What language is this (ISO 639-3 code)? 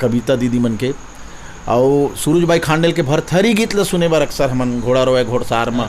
hne